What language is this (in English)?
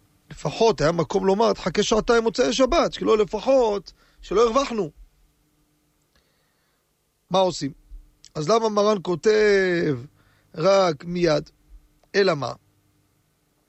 Hebrew